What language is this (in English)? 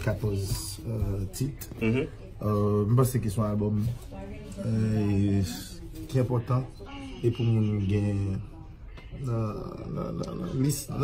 Haitian Creole